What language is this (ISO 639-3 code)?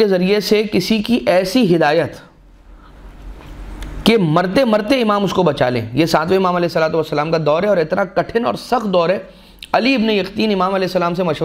urd